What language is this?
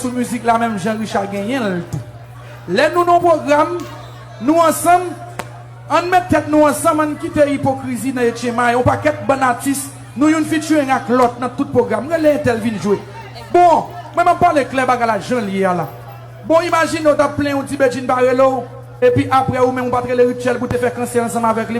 Haitian Creole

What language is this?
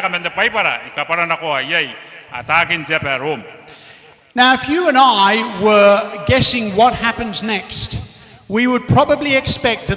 Gilbertese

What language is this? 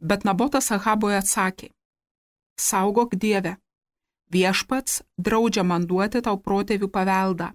Lithuanian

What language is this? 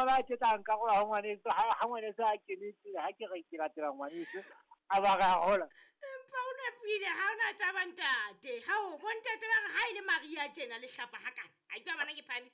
Southern Sotho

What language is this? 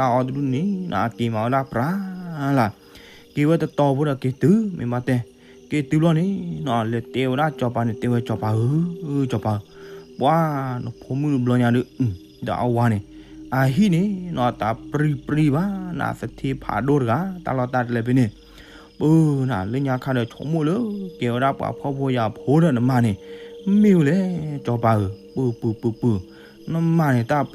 S'gaw Karen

